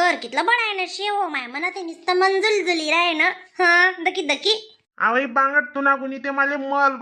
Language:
Khandesi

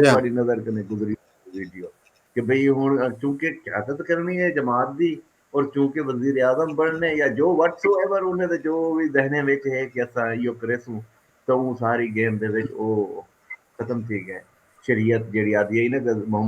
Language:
Saraiki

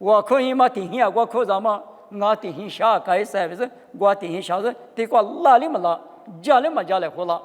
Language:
Lisu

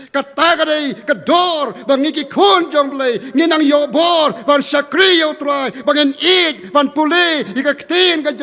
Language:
Khasi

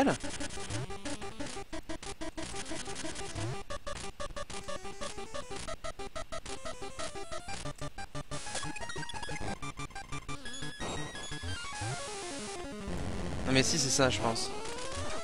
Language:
French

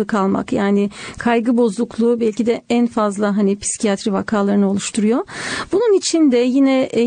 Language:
Turkish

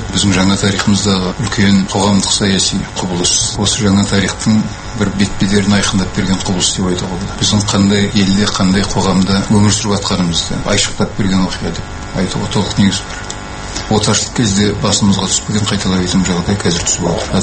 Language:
Kazakh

